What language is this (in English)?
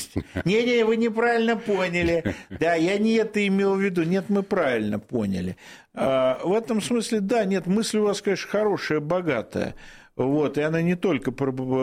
Russian